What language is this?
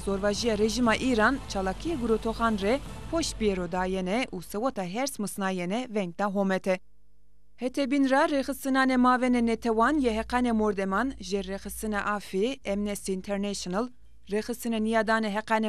Zaza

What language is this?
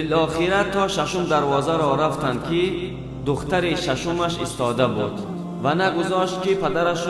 Tajik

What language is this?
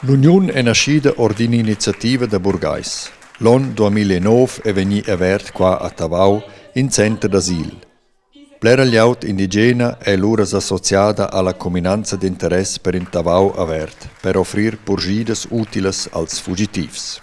Romansh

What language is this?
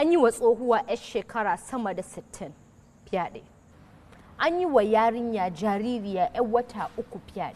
Hausa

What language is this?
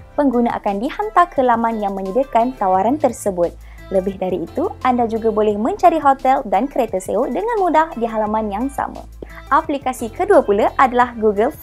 Malay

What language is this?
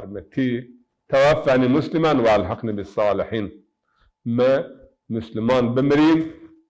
Zaza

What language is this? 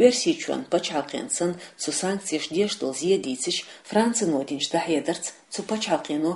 Chechen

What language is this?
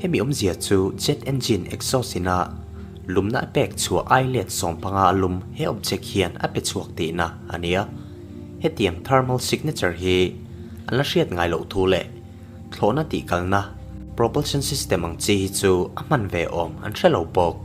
Mizo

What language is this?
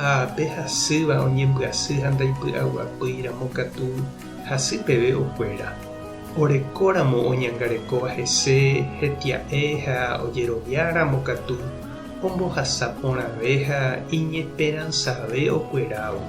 Guarani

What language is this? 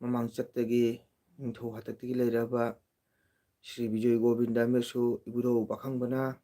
Manipuri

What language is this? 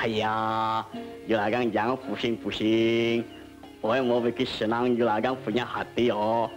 Betawi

